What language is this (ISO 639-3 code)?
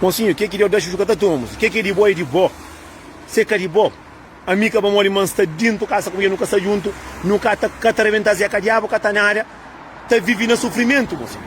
kea